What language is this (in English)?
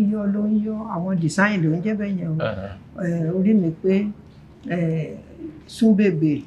Yoruba